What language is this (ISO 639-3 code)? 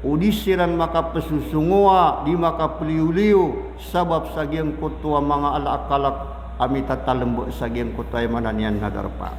mrw